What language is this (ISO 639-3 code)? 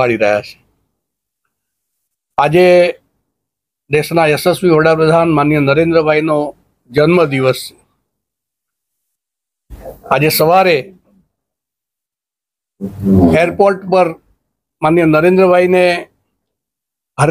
guj